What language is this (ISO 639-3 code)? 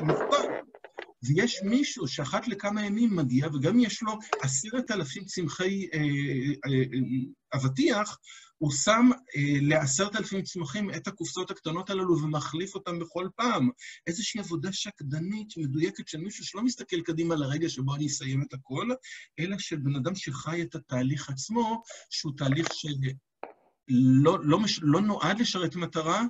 heb